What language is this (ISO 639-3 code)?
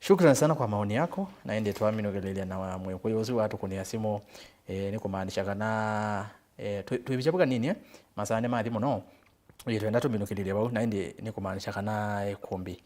kam